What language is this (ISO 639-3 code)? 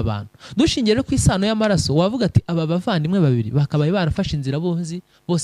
kin